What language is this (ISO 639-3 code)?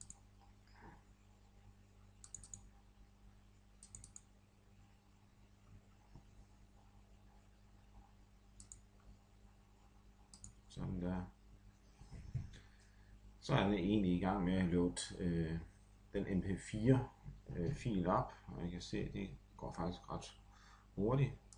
dan